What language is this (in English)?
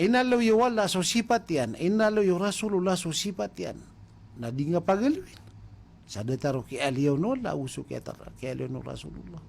Maranao